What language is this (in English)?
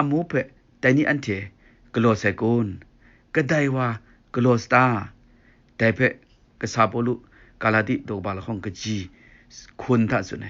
Kachin